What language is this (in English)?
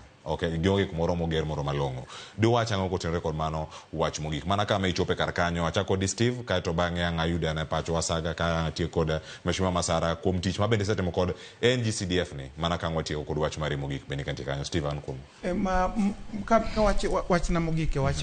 Luo (Kenya and Tanzania)